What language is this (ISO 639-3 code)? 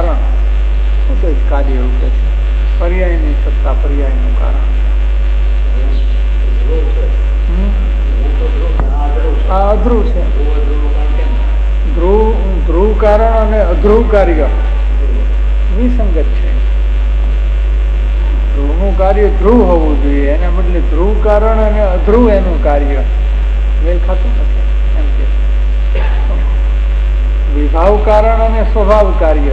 guj